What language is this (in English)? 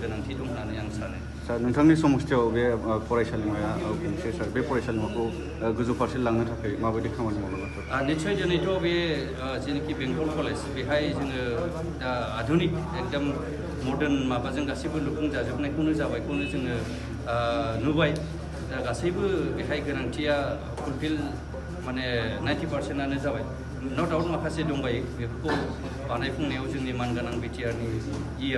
Bodo